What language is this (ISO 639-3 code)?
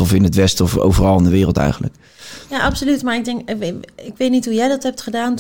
nld